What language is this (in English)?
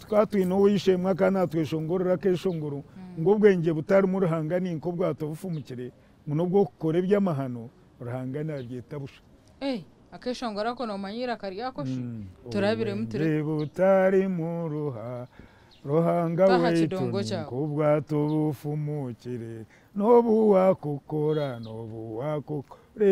Nyankole